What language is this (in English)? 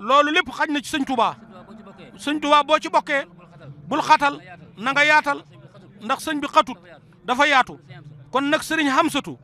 Wolof